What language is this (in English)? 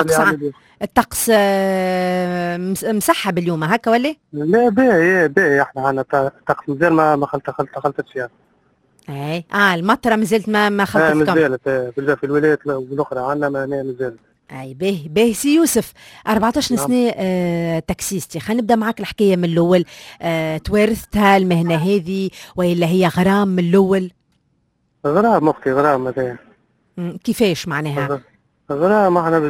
Tunisian Arabic